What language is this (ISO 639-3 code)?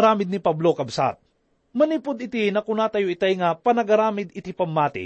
ilo